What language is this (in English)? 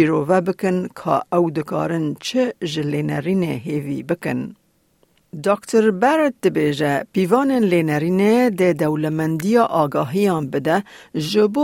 Kurdish